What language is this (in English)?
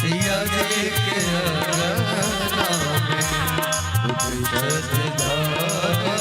Maithili